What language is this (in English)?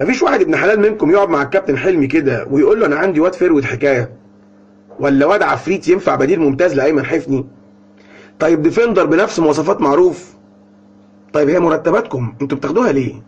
Egyptian Arabic